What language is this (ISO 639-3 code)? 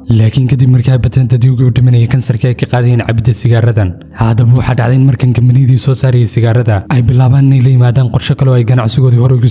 som